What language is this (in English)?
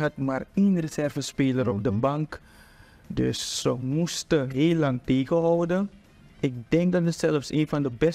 Dutch